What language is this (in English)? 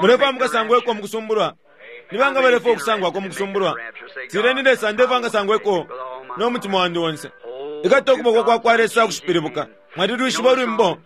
Bemba